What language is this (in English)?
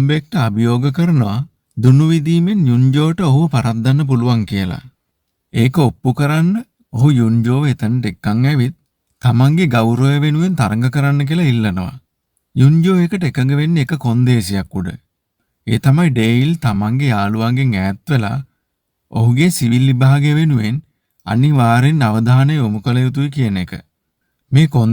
Sinhala